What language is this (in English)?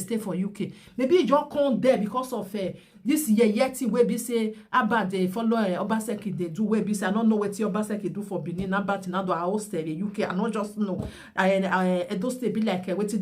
Nigerian Pidgin